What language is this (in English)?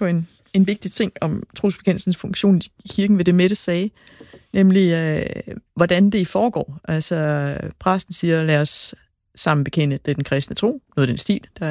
Danish